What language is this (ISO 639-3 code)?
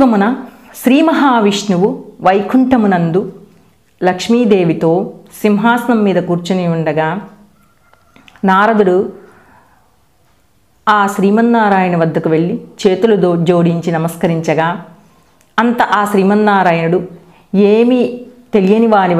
tel